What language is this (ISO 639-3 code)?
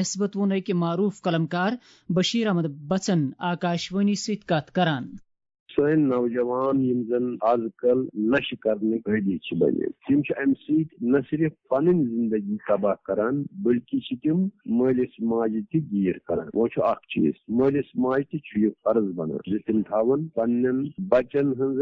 kas